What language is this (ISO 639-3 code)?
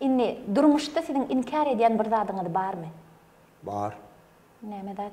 tuk